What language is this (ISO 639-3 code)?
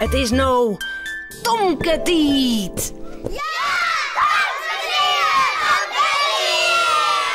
fry